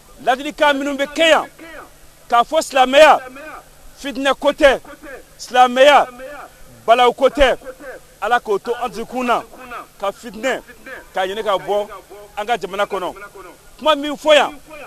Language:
Bambara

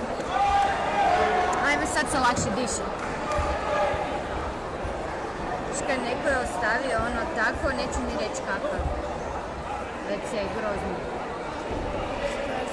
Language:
Croatian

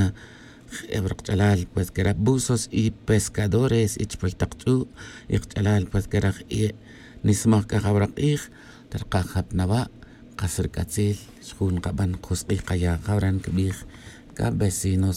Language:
Tz'utujil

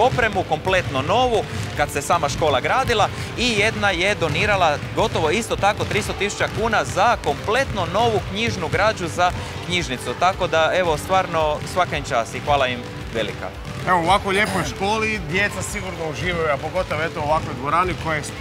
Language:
Croatian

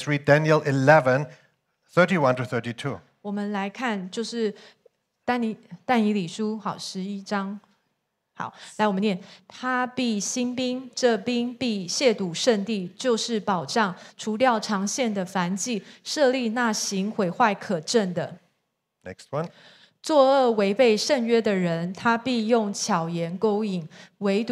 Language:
Chinese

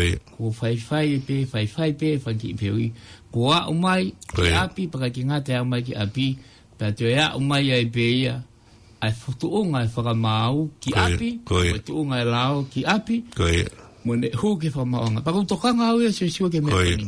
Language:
Tongan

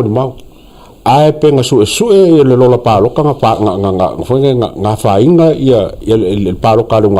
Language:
Samoan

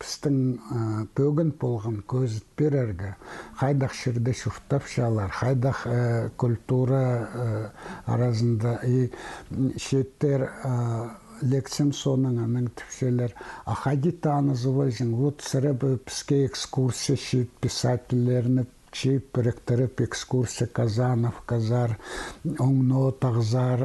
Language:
Khakas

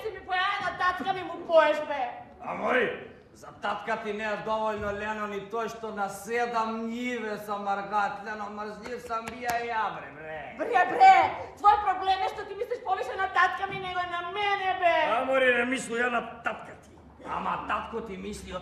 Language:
Macedonian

